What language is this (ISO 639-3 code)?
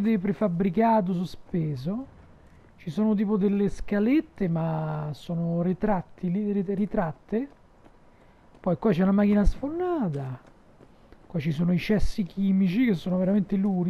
ita